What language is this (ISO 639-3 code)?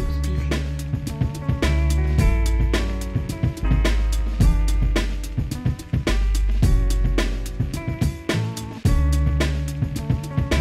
nor